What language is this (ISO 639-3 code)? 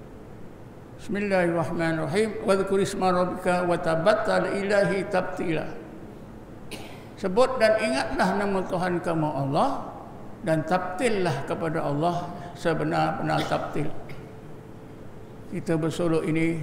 msa